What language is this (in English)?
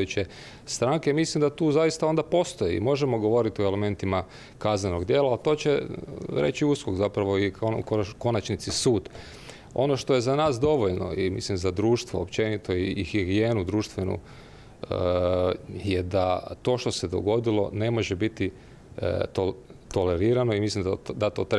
Croatian